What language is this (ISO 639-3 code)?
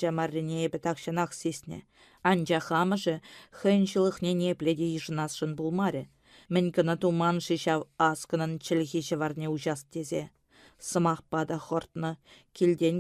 chv